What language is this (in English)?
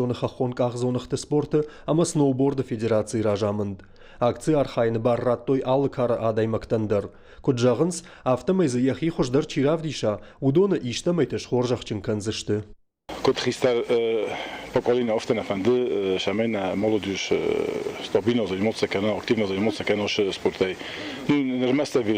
Ossetic